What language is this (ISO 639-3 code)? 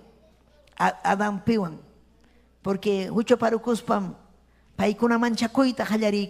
quy